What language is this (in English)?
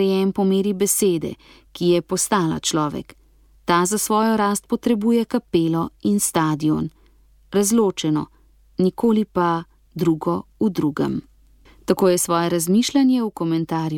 Slovenian